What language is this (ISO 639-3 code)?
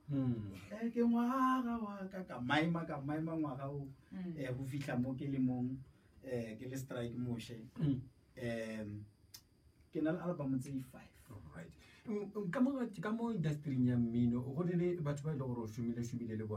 nso